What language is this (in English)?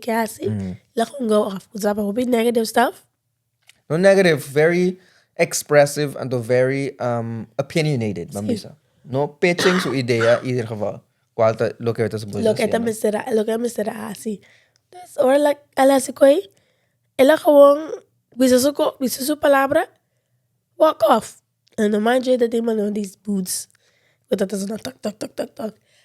Papiamento